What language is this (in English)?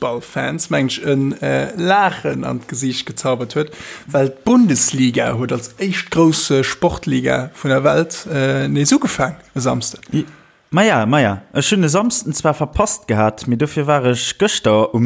Luxembourgish